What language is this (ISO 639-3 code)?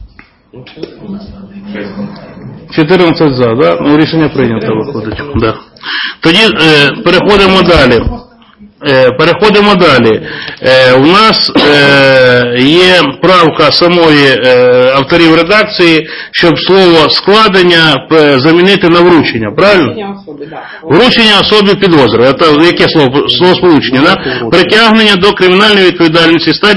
ukr